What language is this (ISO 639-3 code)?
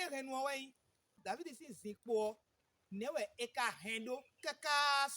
fon